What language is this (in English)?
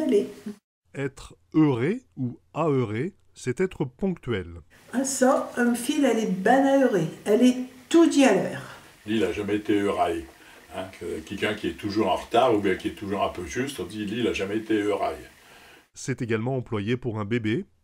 Picard